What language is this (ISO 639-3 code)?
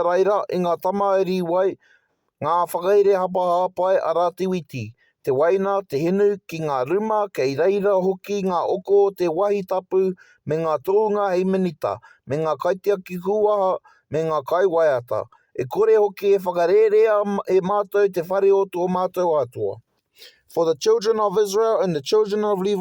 mri